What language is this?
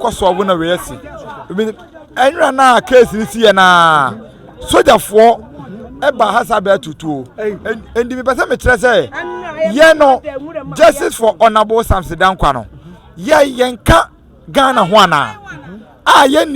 Akan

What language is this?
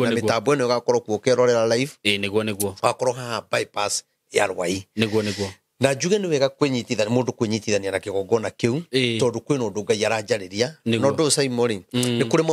Kikuyu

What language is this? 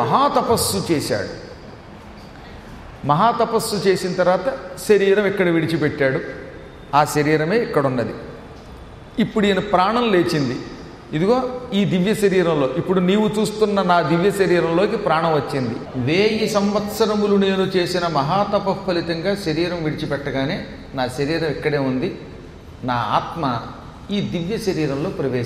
Telugu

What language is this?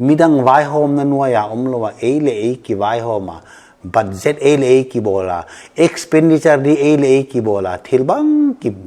Paite Chin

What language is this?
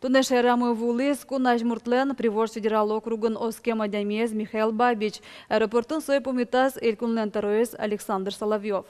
Udmurt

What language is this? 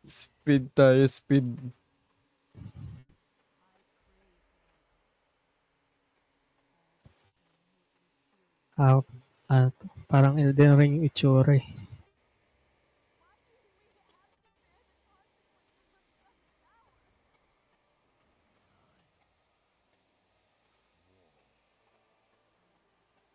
Filipino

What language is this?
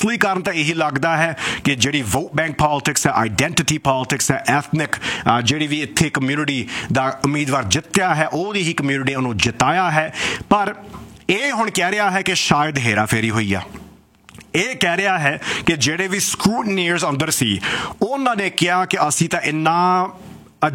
Punjabi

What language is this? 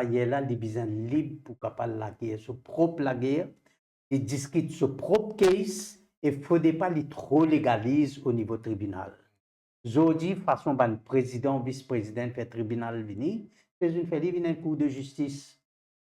Morisyen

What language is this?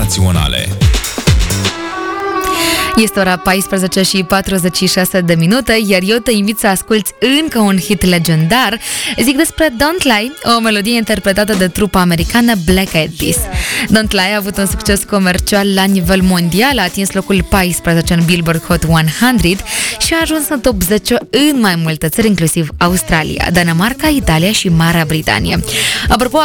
Romanian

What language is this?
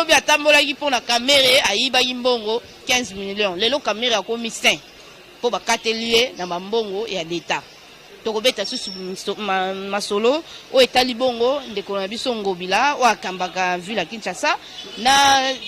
Lingala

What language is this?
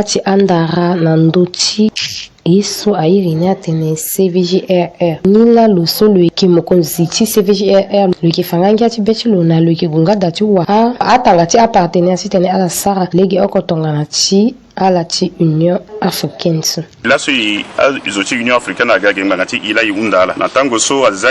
Sango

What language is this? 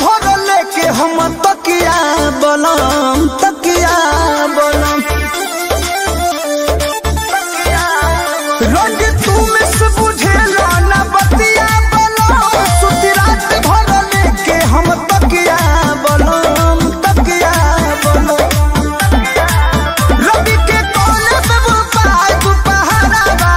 Bhojpuri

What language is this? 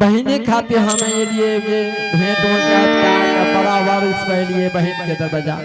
Angika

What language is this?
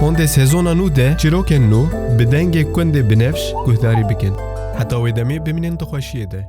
Kurdish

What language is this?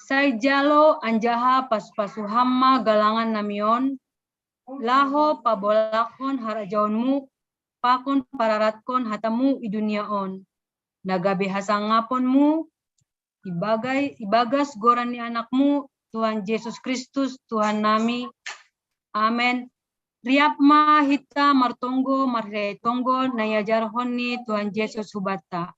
Batak Simalungun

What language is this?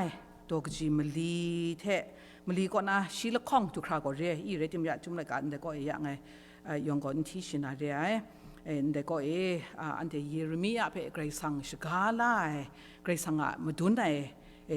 Kachin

